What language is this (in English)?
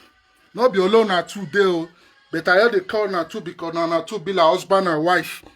Nigerian Pidgin